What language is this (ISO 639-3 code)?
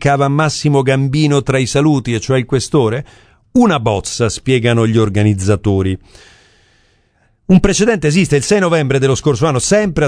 ita